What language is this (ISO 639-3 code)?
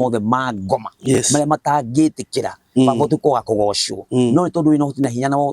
kik